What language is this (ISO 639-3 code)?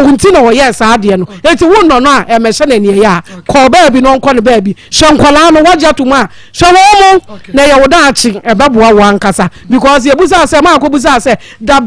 aka